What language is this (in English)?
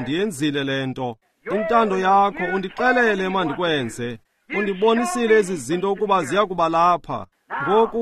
Xhosa